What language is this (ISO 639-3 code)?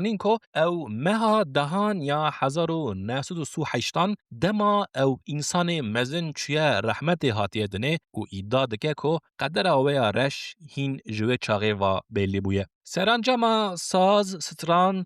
kur